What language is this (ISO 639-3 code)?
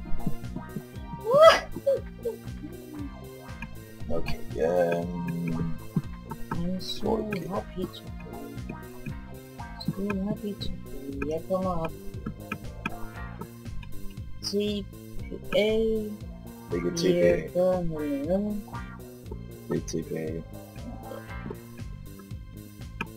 dan